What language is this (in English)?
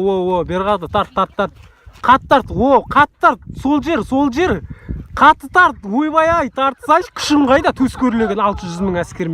Kazakh